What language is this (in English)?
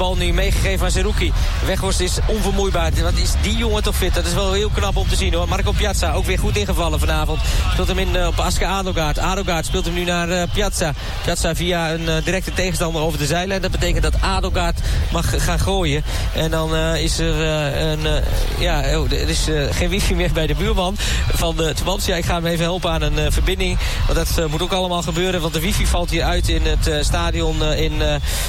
Dutch